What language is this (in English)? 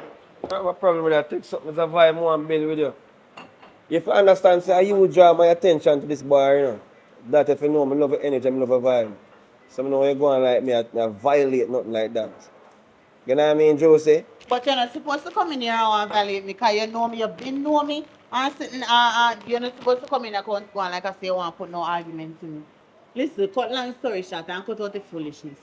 Jamaican Creole English